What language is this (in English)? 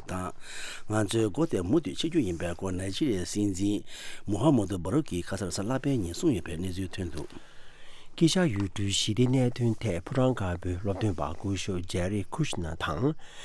Tibetan